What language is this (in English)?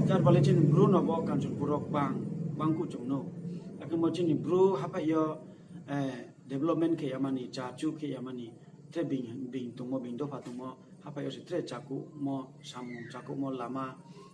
Riang (India)